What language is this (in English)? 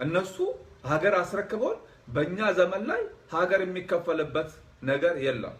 Amharic